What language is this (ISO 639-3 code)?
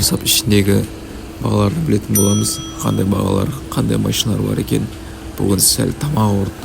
kaz